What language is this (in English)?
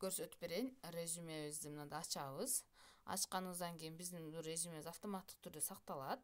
Kyrgyz